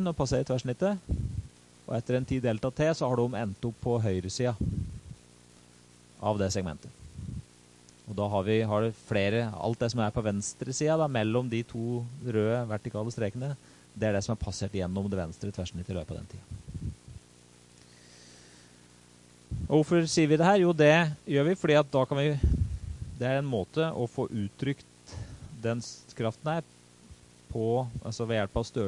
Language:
Norwegian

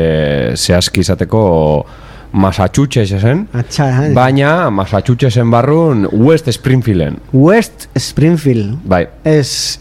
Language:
Basque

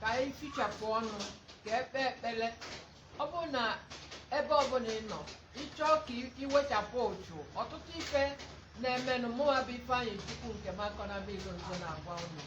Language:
Igbo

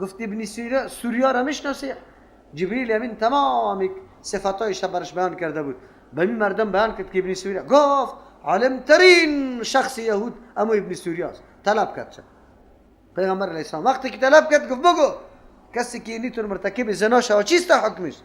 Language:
Persian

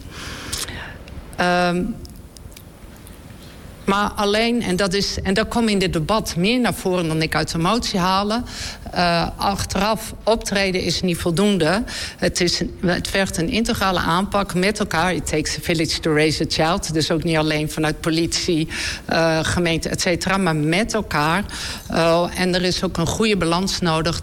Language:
Dutch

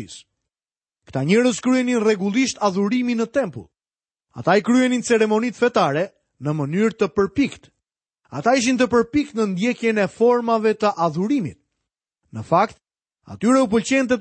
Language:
Albanian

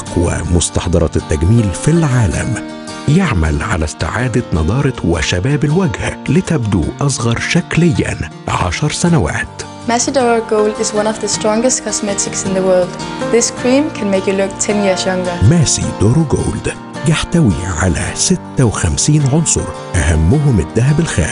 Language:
Egyptian Arabic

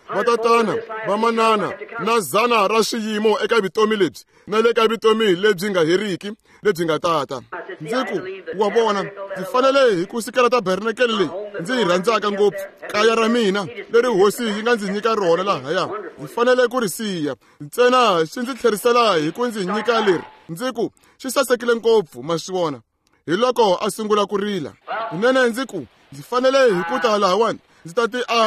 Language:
Tsonga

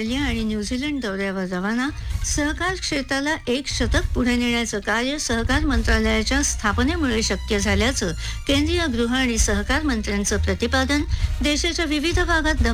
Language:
Marathi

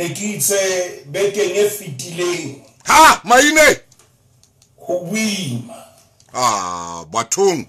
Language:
Southern Sotho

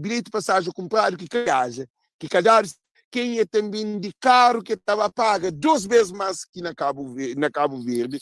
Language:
Kabuverdianu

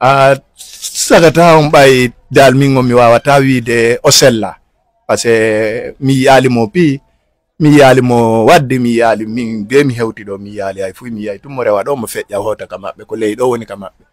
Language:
Fula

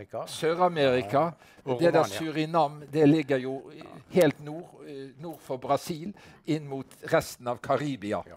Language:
Norwegian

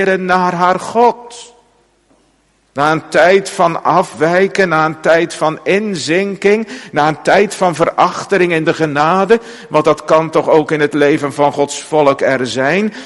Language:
Dutch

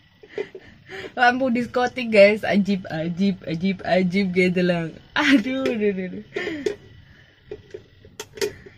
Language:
Indonesian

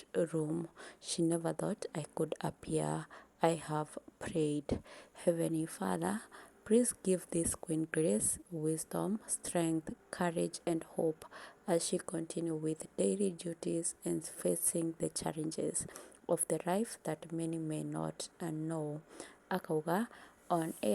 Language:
Kikuyu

